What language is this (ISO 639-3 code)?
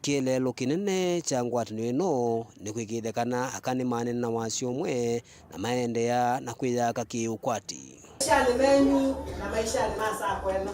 kam